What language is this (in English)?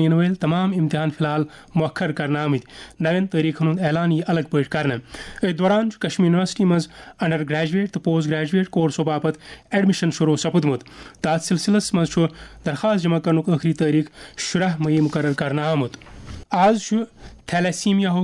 Kashmiri